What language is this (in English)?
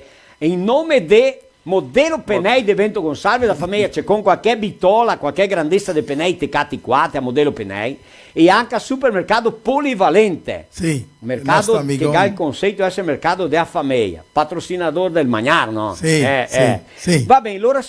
Venetian